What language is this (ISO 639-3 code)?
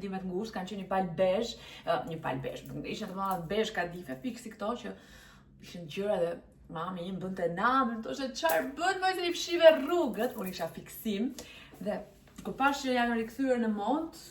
sqi